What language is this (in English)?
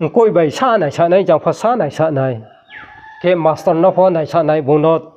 Riang (India)